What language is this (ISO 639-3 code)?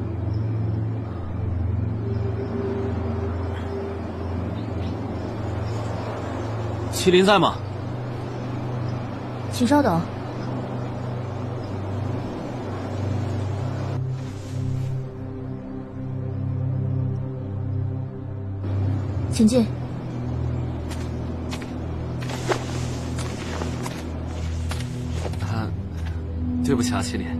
zho